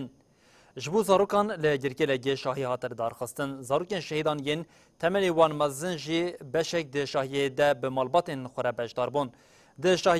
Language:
Kurdish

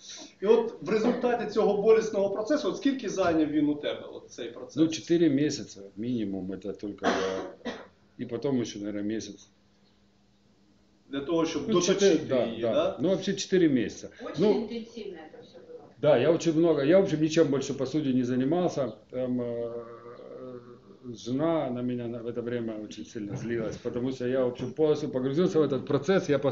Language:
Russian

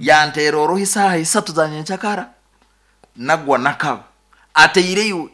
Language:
Nyoro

